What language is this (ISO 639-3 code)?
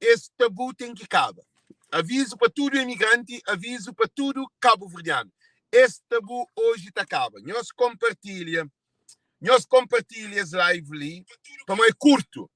kea